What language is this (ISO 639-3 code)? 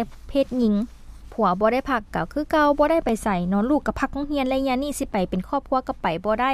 lao